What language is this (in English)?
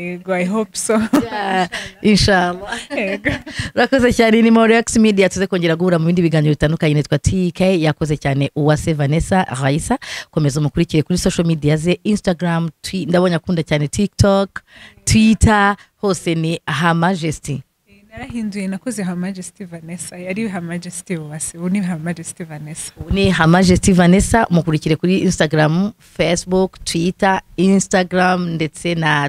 Kinyarwanda